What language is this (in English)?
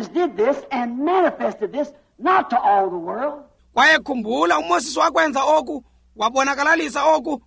Xhosa